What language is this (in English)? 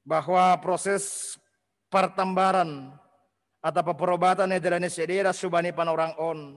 Batak Simalungun